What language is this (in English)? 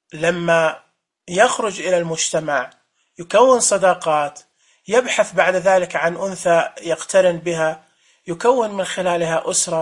Najdi Arabic